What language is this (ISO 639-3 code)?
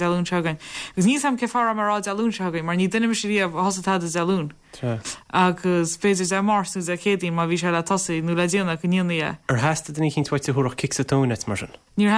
gle